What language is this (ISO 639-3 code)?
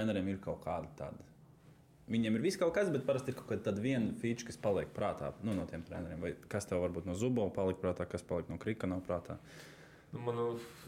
lav